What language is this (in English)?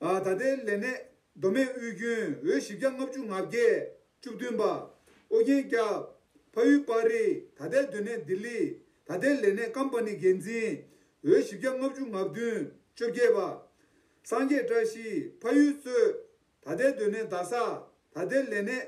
Tibetan